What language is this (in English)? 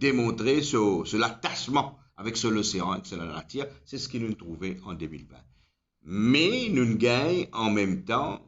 Morisyen